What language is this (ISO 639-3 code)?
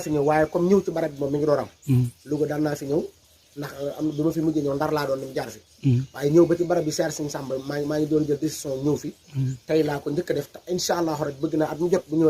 wol